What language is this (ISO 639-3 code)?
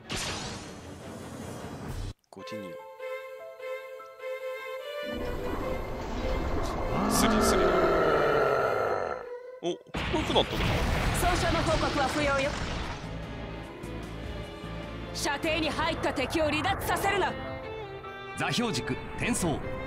jpn